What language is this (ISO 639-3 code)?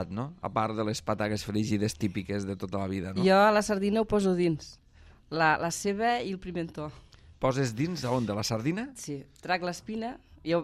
cat